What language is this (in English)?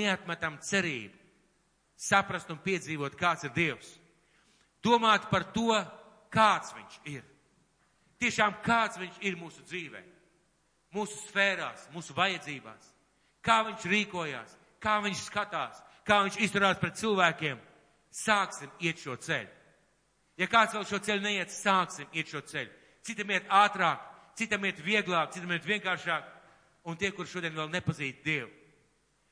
Latvian